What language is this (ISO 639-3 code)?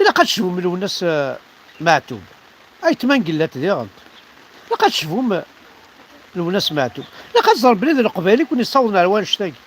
kab